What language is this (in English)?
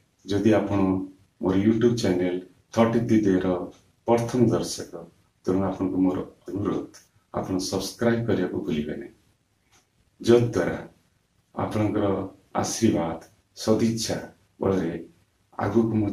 Odia